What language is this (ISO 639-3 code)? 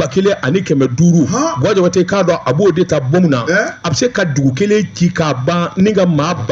bam